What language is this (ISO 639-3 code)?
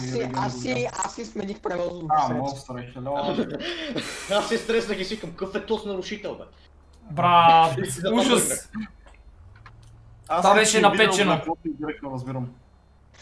bul